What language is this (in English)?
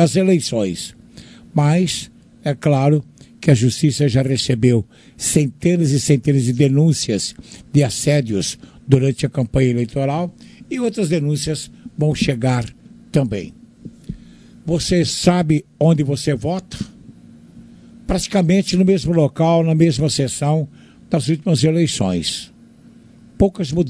Portuguese